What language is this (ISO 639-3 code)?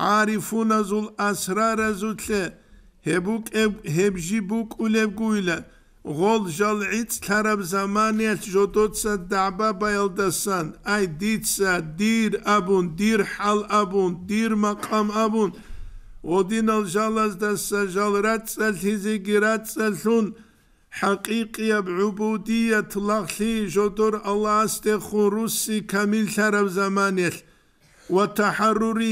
ava